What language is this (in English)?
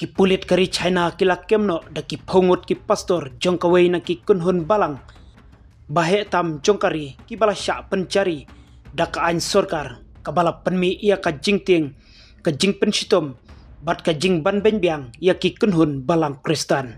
Khasi